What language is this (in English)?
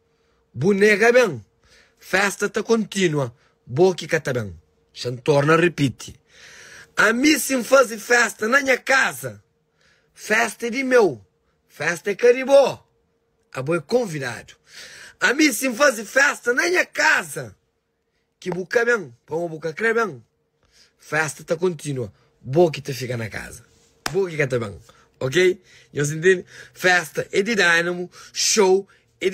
Kabuverdianu